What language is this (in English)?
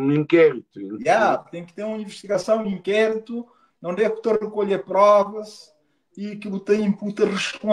Kabuverdianu